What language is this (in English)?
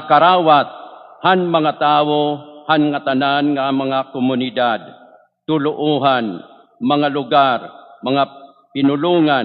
Waray